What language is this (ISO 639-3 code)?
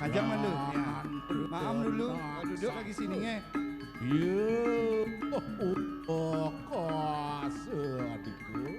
ban